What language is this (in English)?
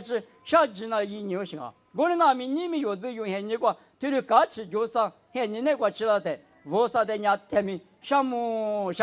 Lisu